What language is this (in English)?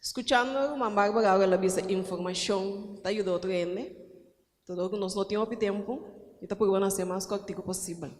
Papiamento